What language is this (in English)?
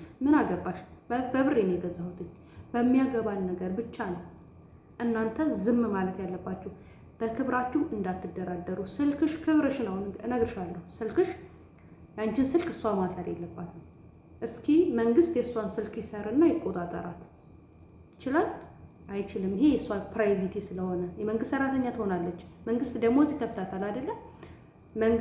Amharic